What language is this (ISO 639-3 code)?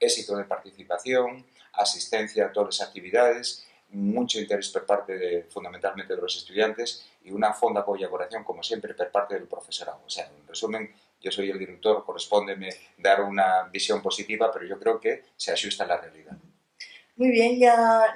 ast